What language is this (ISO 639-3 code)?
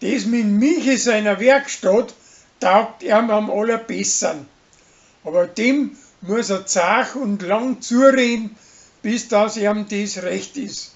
bar